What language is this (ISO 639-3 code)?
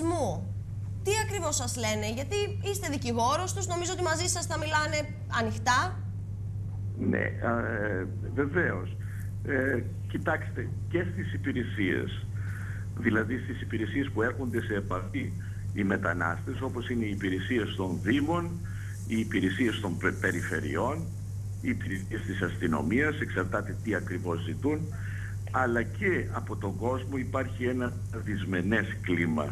ell